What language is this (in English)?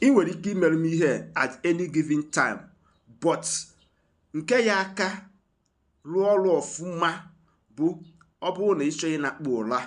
Igbo